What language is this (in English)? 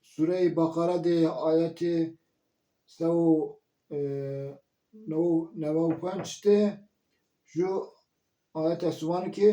Zaza